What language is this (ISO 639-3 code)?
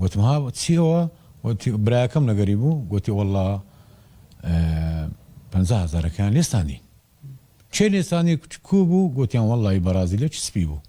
ckb